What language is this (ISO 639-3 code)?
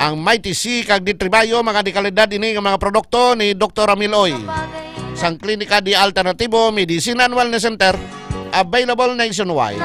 hil